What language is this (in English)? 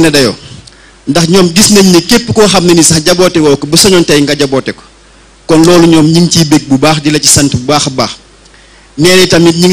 Wolof